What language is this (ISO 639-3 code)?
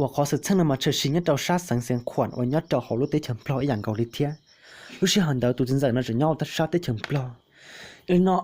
hmn